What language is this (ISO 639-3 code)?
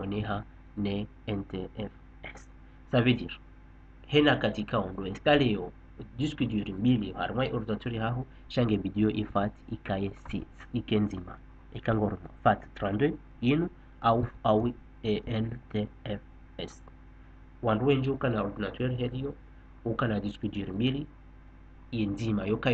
zdj